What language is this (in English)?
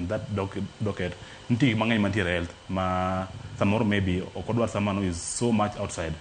Luo (Kenya and Tanzania)